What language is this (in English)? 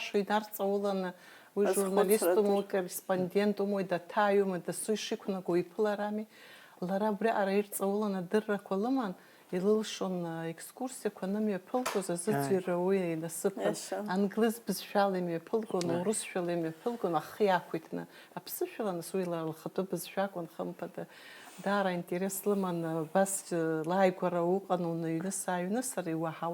Abkhazian